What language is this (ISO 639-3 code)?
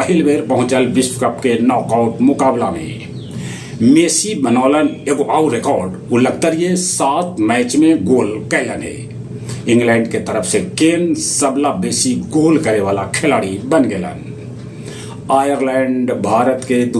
mag